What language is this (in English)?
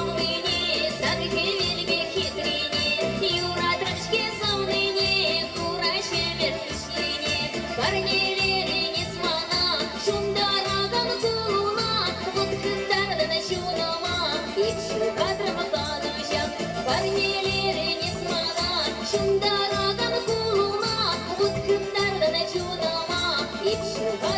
Chuvash